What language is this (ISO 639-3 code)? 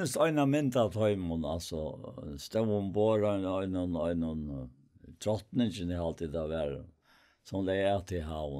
fao